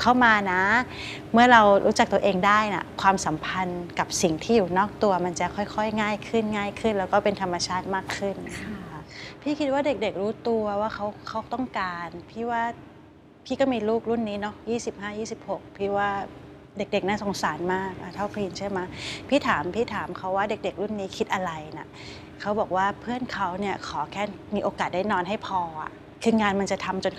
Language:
Thai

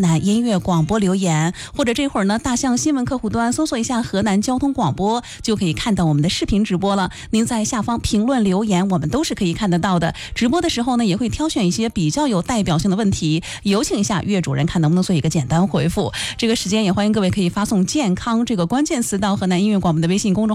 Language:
Chinese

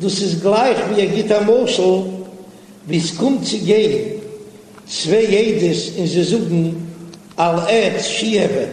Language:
Yiddish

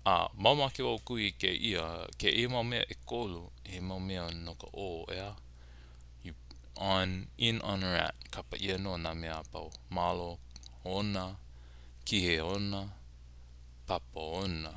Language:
Hawaiian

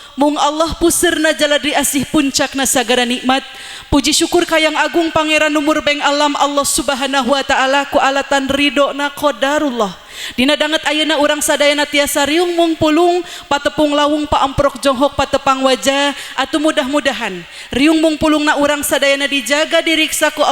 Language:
Sundanese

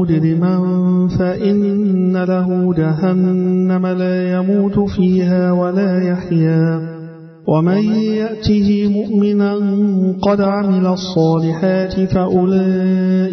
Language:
Arabic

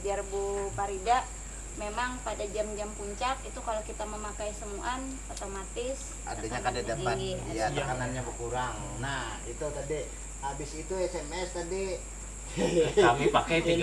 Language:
Banjar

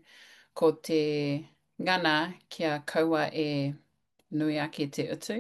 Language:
Māori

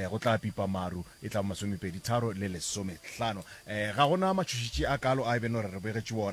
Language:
Northern Sotho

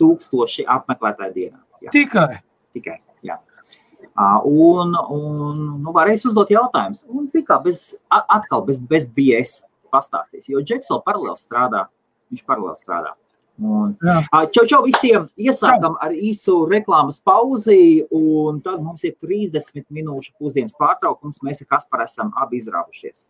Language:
Latvian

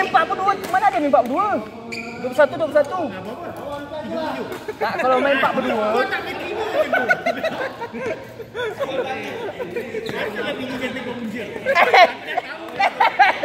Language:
Malay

